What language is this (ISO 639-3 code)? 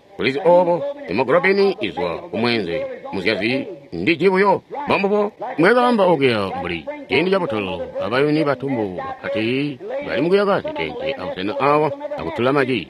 toi